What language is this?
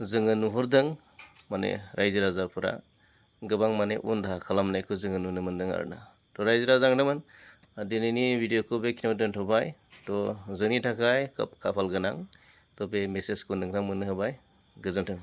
Bodo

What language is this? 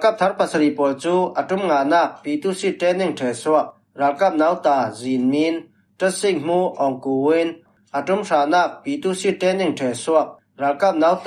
Falam Chin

